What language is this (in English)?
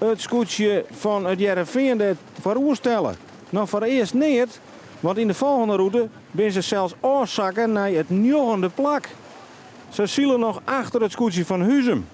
Western Frisian